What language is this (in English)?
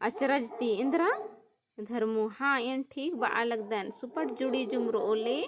Kurukh